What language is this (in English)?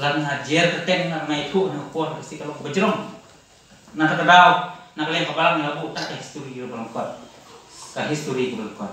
Khasi